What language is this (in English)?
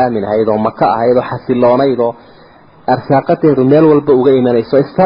Somali